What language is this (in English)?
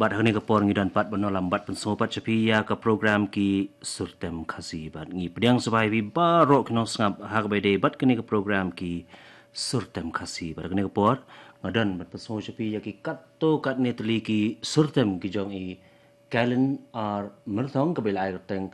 Khasi